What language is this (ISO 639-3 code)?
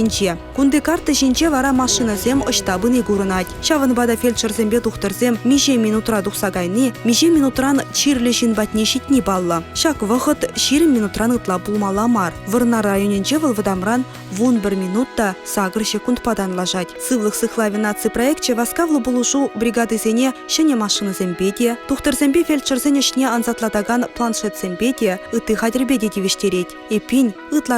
chv